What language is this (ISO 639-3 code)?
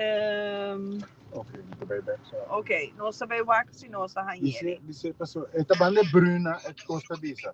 pap